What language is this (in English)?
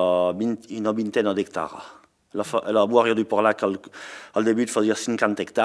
Occitan